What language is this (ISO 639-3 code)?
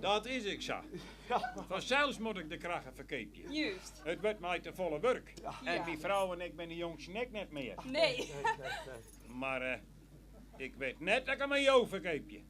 fry